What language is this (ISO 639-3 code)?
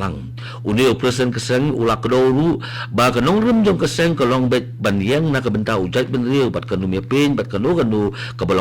kha